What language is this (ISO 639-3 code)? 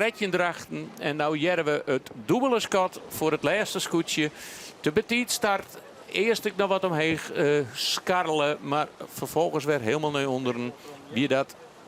fry